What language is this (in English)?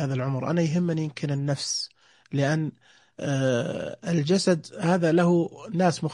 Najdi Arabic